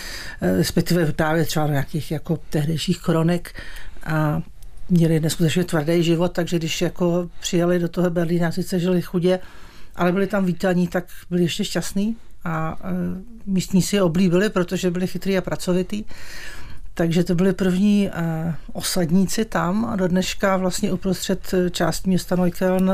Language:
Czech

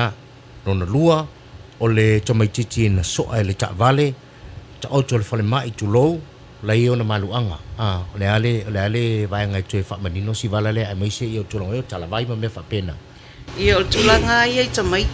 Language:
Samoan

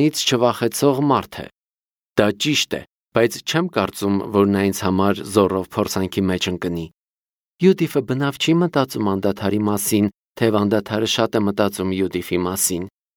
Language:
Armenian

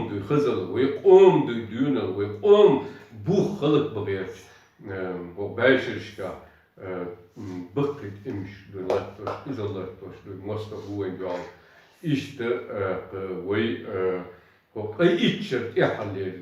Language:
Chechen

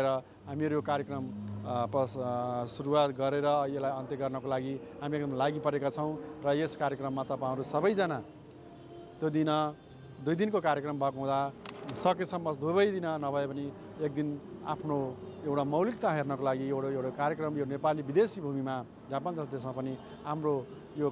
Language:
Nepali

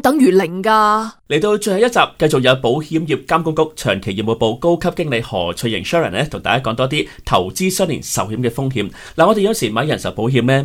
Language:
Cantonese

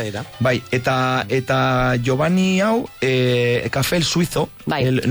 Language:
Basque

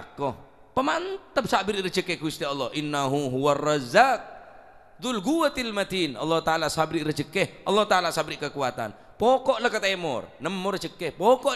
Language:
Madurese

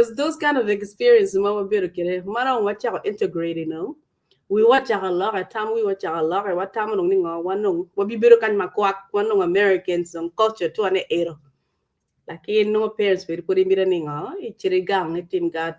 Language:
Acoli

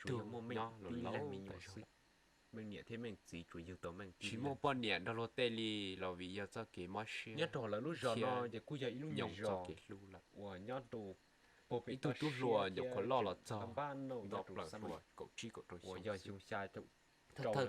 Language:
Hmong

